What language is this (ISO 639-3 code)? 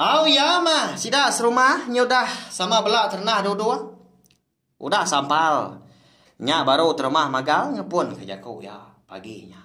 iba